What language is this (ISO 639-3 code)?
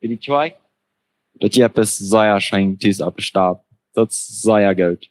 pdt